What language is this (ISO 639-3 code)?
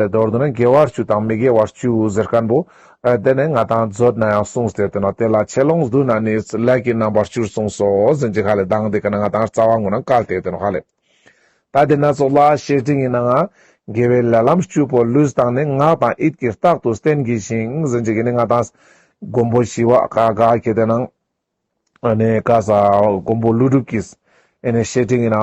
lbj